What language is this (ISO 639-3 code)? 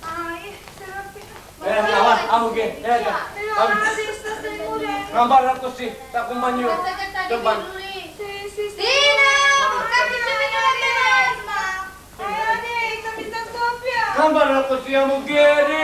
scn